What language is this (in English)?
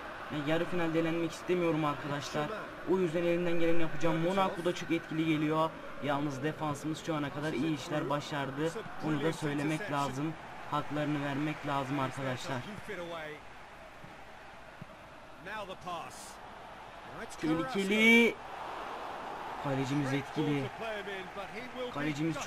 Turkish